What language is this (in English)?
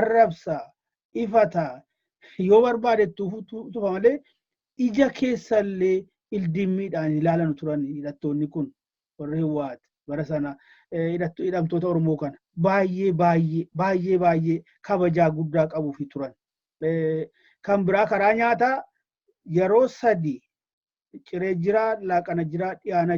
Oromo